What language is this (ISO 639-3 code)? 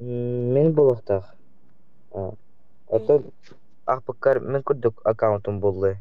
sah